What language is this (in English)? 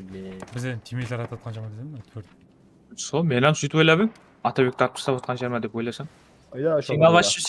Kara-Kalpak